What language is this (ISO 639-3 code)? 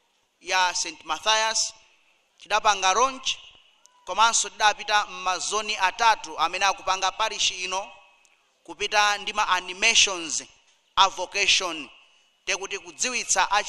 nya